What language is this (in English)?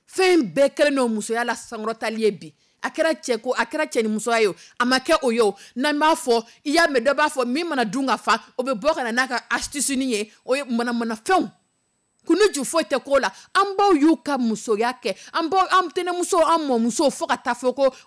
Dyula